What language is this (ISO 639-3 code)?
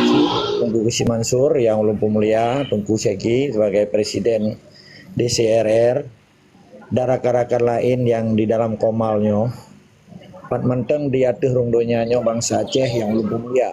ace